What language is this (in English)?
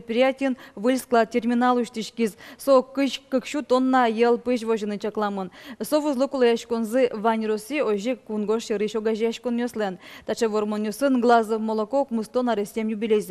Udmurt